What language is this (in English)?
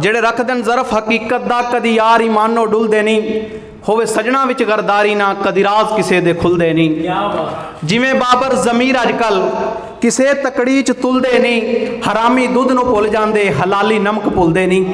Saraiki